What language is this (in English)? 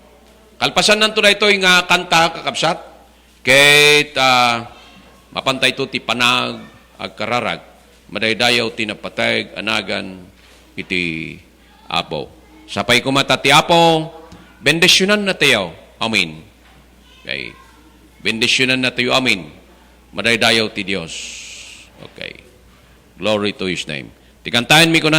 Iloko